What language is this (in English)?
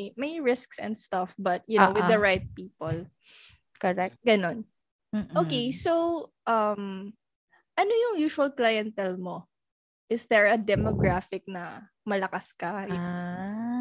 Filipino